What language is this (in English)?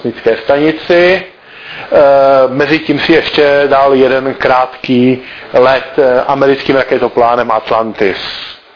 Czech